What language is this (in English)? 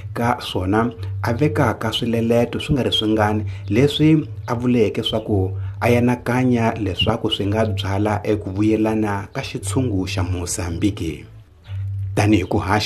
Tsonga